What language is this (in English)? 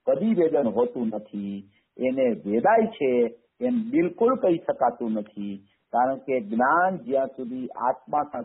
Gujarati